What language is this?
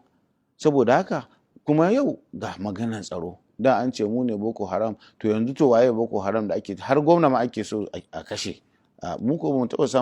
Hausa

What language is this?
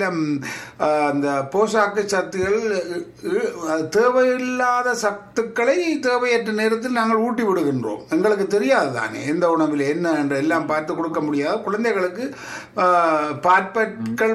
Tamil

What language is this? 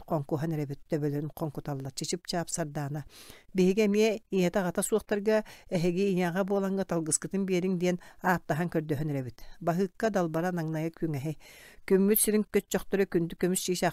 Yakut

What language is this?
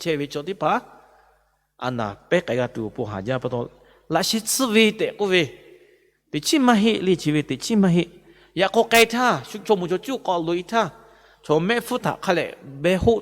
Lahu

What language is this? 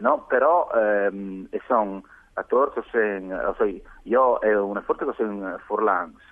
Friulian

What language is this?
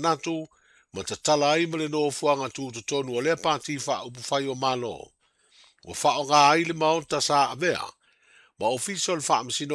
Samoan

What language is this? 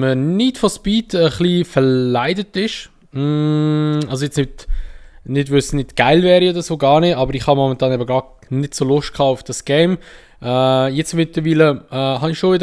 Swiss German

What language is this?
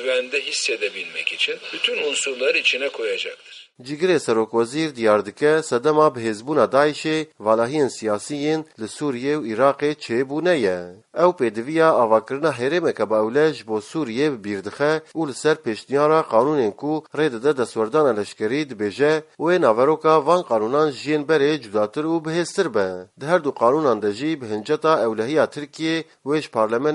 Kurdish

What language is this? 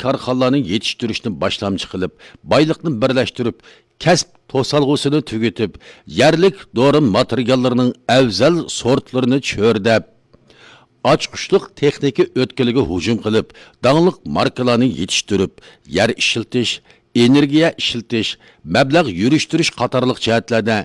Uyghur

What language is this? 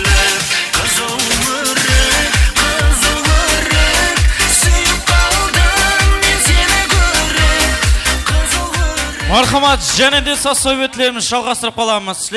Kara-Kalpak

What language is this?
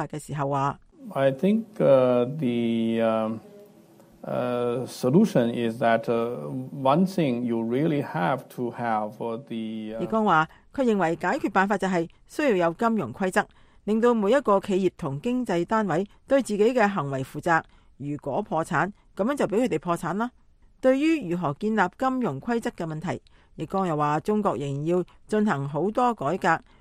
Cantonese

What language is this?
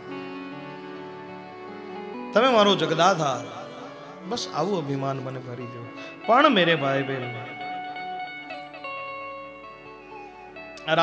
Gujarati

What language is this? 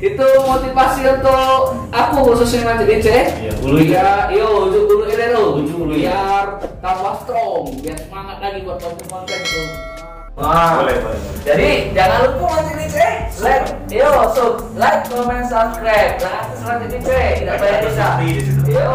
Musi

